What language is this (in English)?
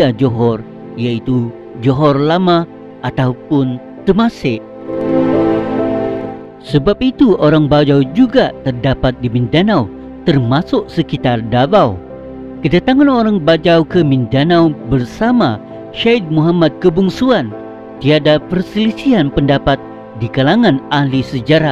Malay